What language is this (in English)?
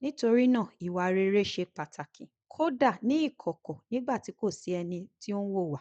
Yoruba